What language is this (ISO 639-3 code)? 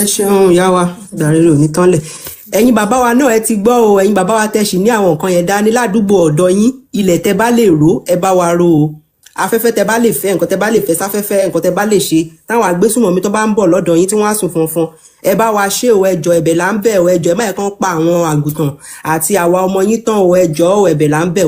yor